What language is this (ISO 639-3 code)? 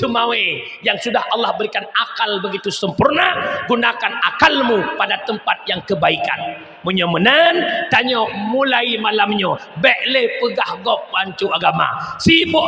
ace